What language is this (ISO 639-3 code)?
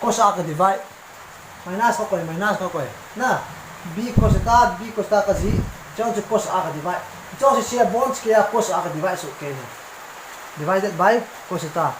tcz